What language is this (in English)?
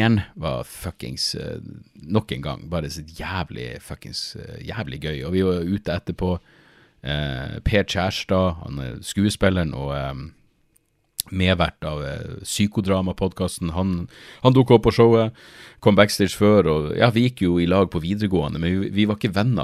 Norwegian